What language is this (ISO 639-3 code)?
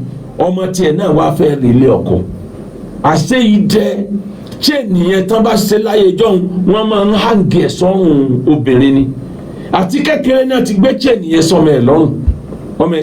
yor